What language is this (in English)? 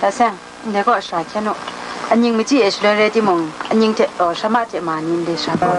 Kachin